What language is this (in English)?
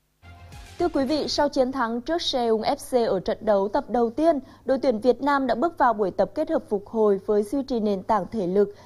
Vietnamese